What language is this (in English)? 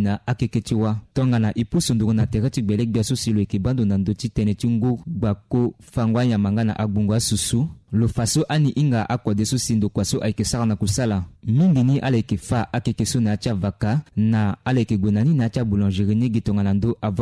Sango